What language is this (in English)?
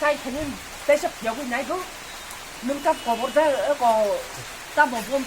Kok Borok